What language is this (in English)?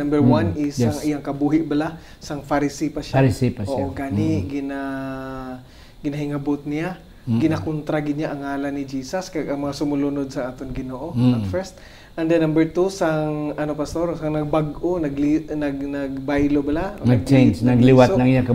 Hiligaynon